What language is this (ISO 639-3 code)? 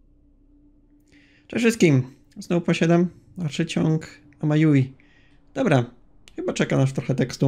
pol